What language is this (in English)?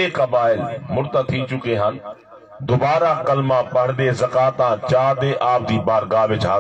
Saraiki